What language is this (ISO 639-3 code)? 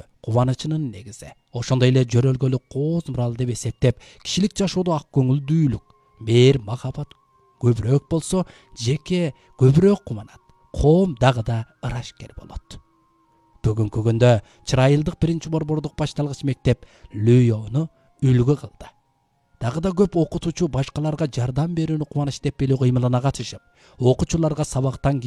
kir